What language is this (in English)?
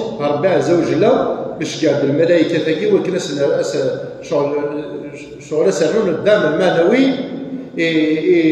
Kabyle